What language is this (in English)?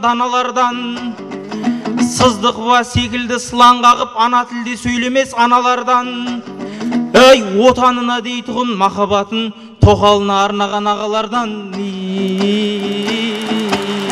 Kazakh